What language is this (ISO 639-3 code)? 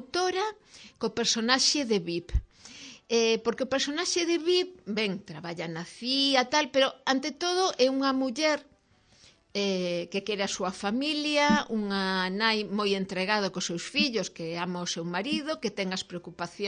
glg